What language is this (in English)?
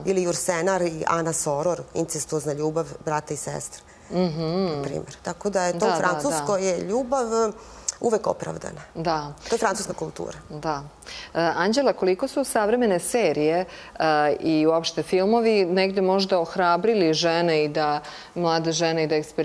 Serbian